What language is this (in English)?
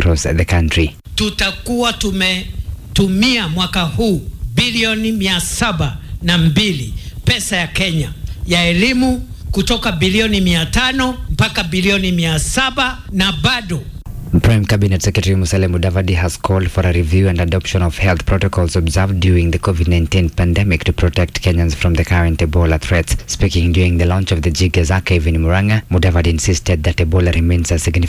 Swahili